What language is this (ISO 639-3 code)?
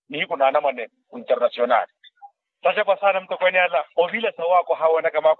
vmw